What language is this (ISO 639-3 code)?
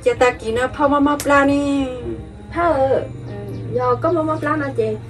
hmn